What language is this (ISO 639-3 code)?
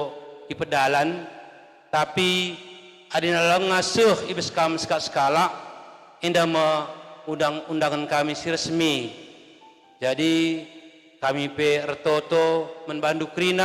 btx